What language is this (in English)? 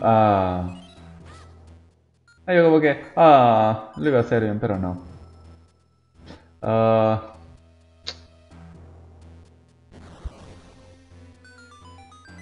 Spanish